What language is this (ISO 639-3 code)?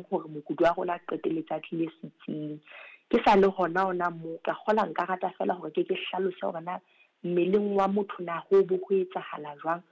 sot